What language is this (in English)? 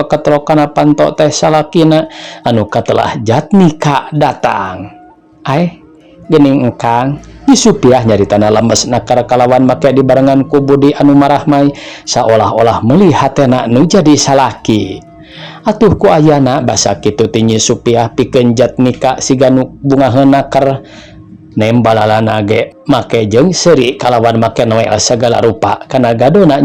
Sundanese